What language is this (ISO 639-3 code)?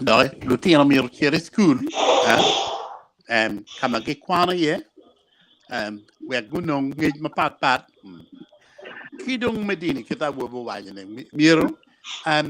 ach